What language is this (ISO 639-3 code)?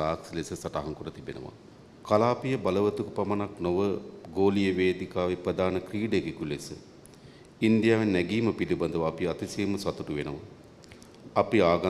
sin